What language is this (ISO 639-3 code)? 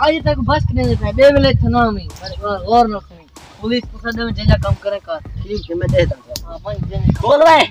skr